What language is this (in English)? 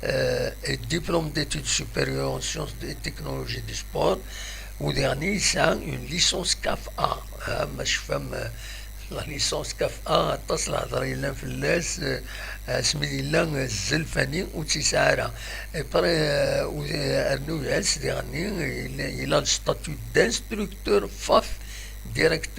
Kabyle